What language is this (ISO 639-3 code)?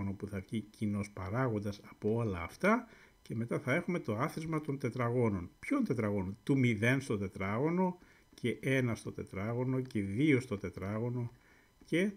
ell